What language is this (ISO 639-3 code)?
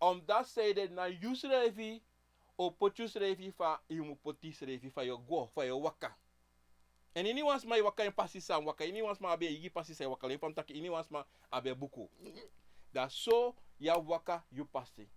srn